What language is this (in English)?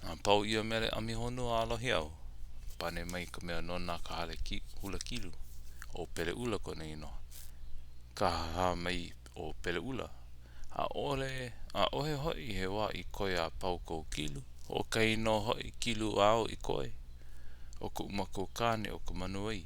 Hawaiian